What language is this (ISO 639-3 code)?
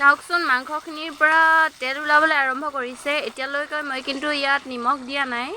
asm